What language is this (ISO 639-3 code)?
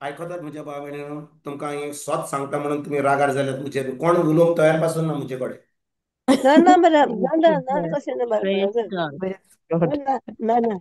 kok